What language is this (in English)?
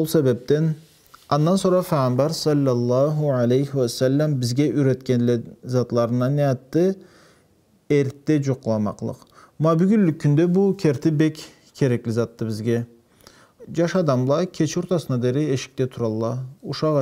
Karachay-Balkar